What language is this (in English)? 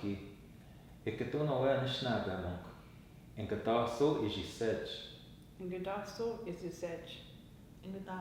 Ojibwa